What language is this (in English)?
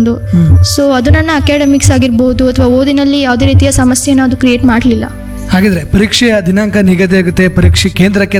Kannada